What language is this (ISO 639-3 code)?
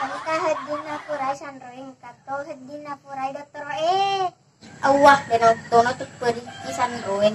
bug